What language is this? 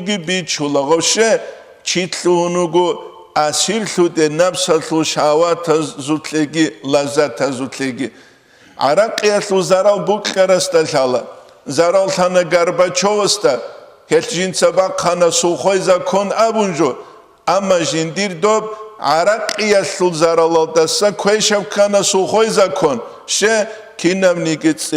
Avaric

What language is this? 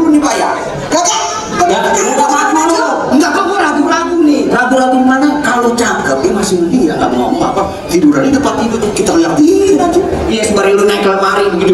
Betawi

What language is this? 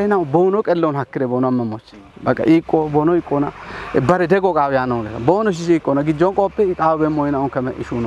Kafa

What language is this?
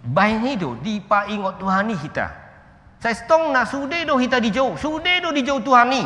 Batak Toba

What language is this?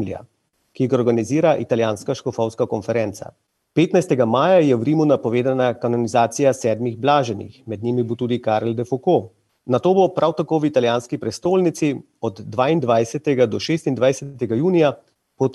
Slovenian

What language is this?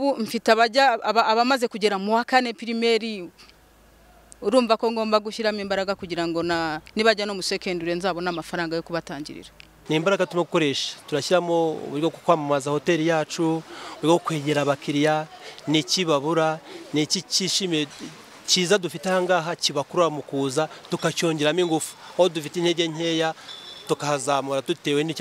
Kinyarwanda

